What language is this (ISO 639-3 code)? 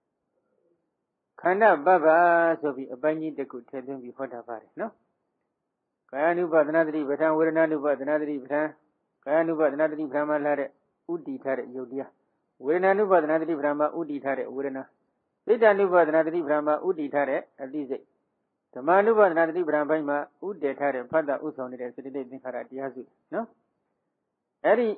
mya